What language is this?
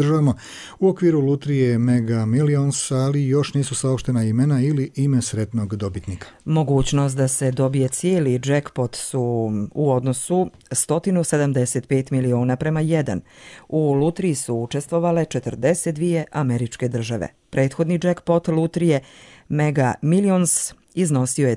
Serbian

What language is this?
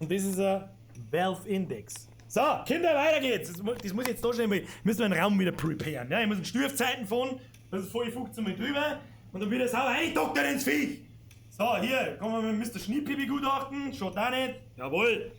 Bavarian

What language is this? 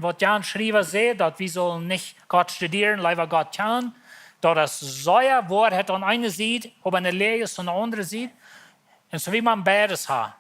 Plautdietsch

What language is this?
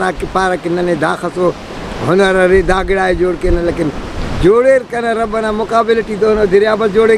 Brahui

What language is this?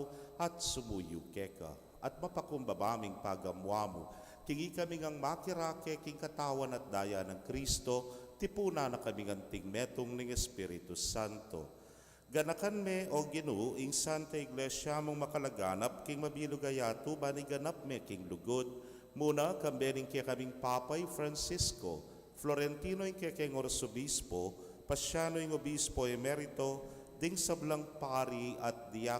Pampanga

